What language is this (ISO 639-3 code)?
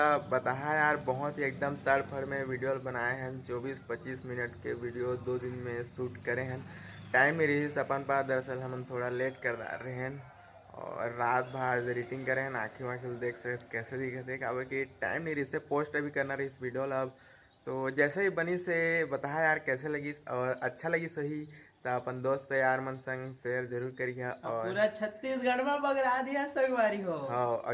hne